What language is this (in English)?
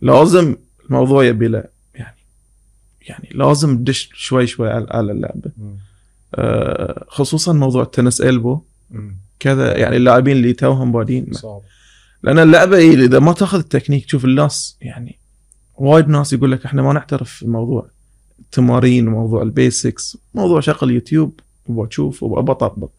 Gulf Arabic